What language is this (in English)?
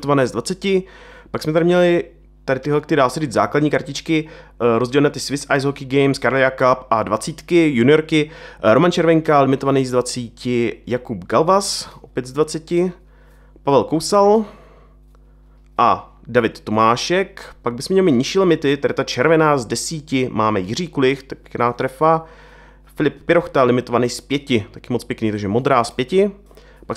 Czech